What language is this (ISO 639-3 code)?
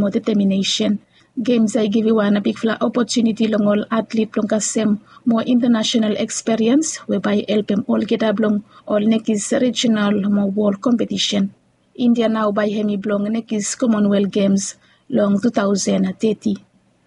bis